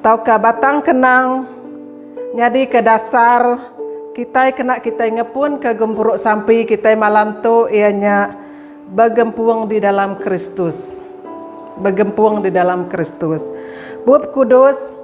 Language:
Iban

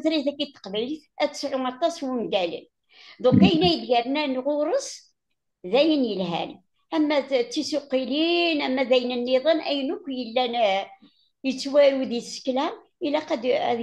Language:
Kabyle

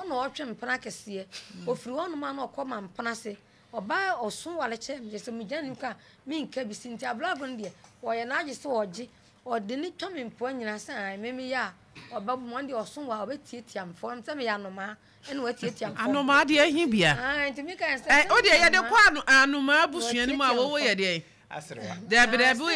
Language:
Akan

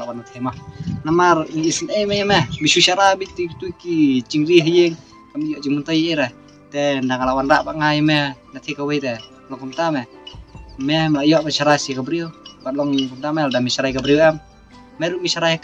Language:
Khasi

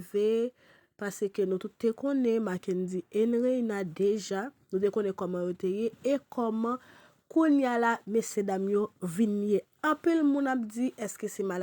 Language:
Haitian Creole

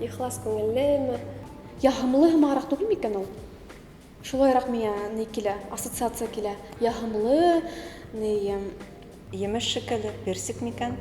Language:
Bashkir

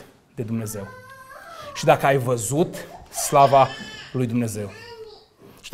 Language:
Romanian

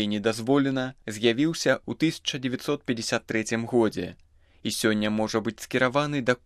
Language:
Belarusian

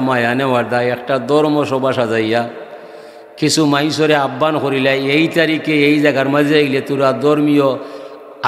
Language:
Sylheti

